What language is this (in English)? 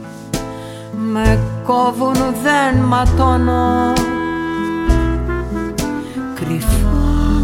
Greek